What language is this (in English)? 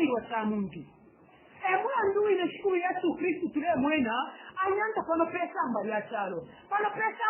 Bemba